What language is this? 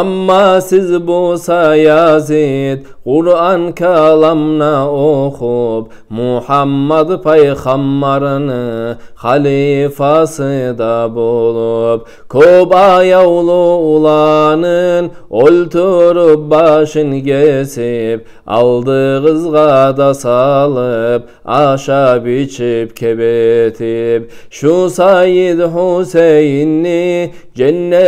Kumyk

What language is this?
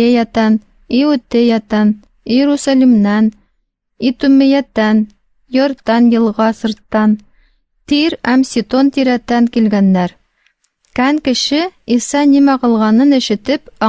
Tatar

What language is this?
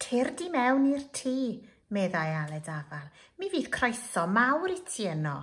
Welsh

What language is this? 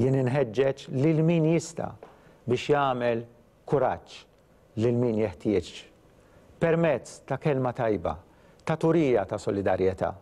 Maltese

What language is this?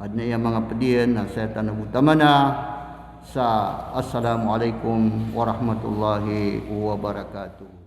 Maranao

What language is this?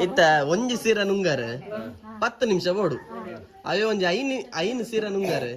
Tulu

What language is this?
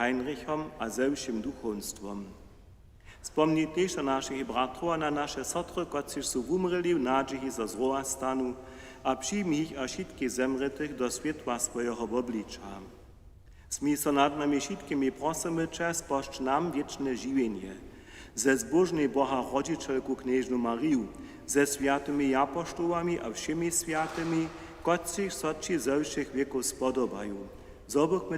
Upper Sorbian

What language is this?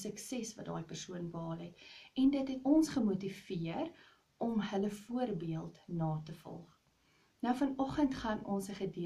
Afrikaans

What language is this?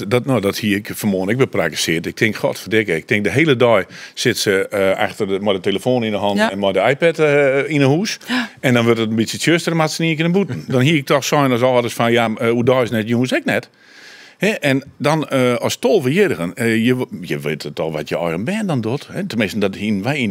Western Frisian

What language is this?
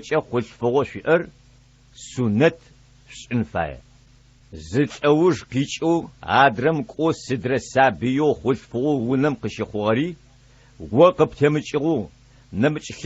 Adyghe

